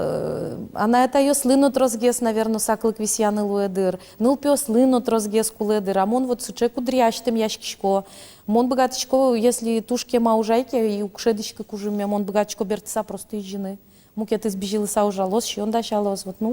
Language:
Udmurt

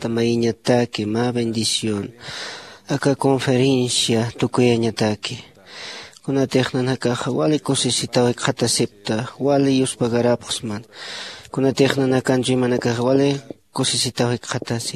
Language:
Aymara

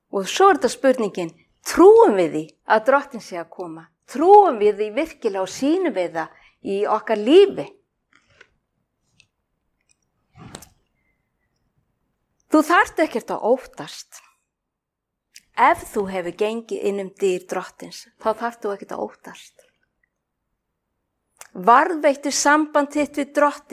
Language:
Icelandic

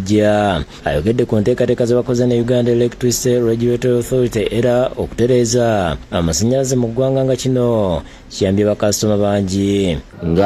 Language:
Ganda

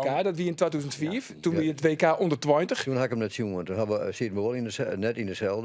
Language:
Western Frisian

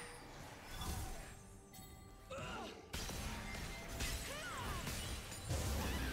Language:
Polish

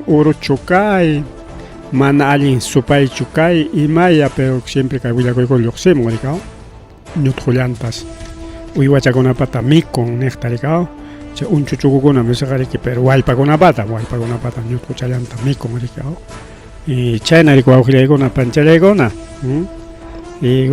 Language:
Ayacucho Quechua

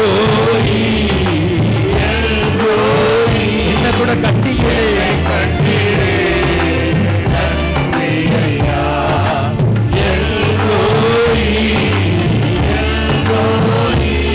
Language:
Tamil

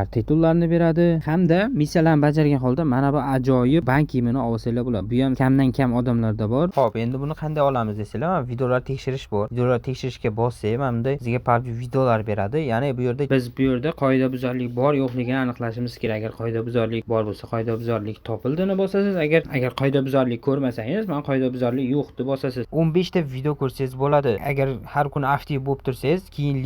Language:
Uzbek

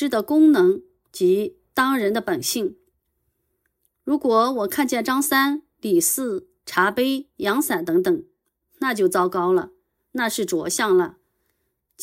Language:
Chinese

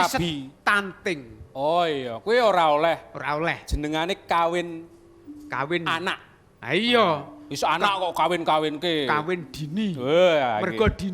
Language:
Javanese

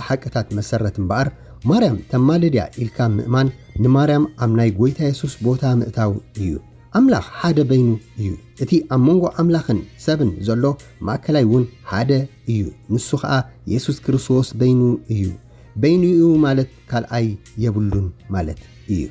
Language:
Tigrinya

